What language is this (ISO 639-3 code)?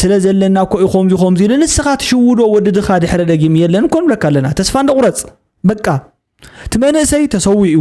tir